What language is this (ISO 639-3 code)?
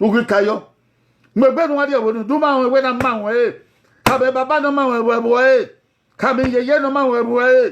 bin